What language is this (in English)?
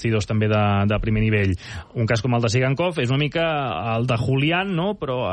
Catalan